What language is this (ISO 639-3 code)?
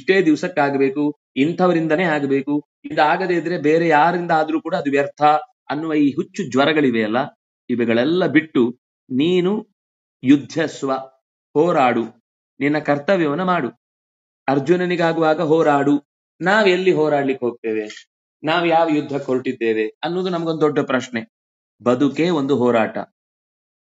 kan